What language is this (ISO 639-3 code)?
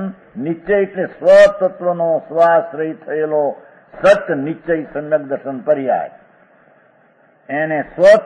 guj